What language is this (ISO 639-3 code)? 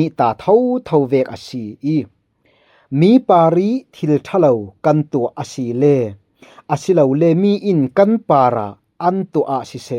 cfm